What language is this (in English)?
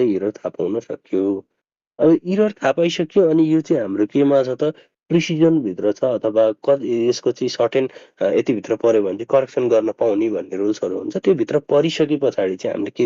Nepali